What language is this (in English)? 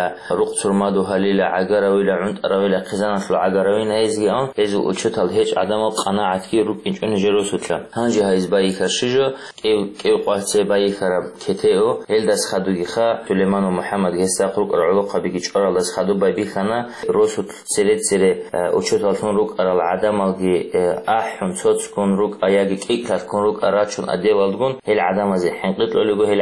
Avaric